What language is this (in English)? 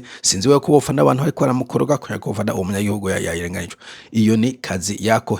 Rundi